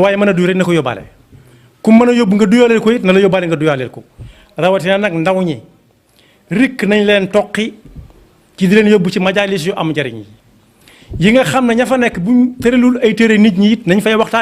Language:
Wolof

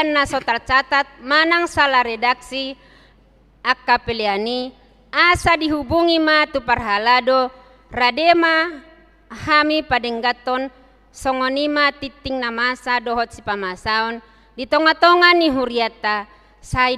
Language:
Batak Toba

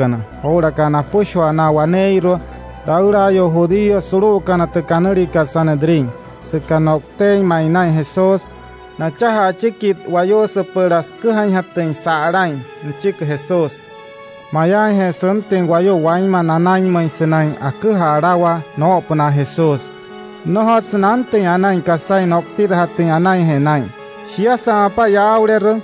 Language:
Wayuu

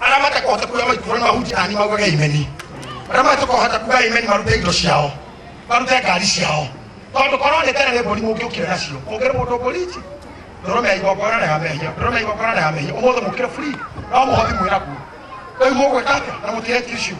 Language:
Kikuyu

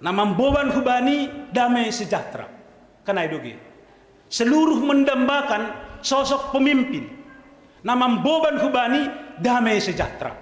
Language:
Batak Simalungun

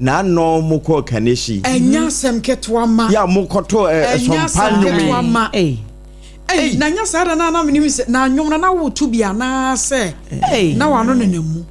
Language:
Akan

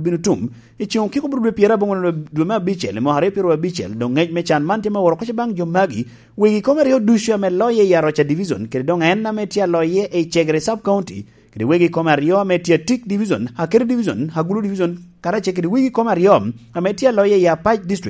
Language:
Lango (Uganda)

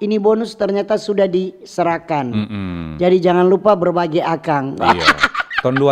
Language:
Manado Malay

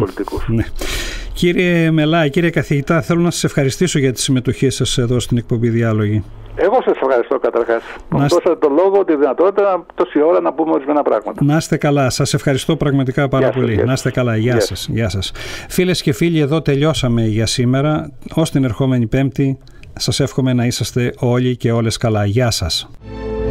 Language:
Greek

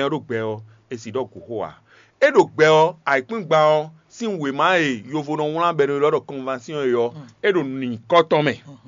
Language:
Fon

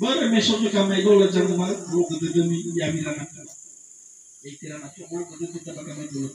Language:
Nias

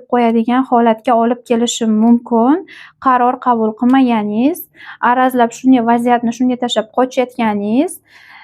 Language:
Uzbek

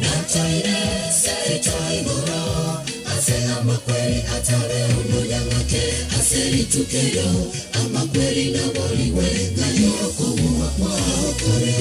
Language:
Gusii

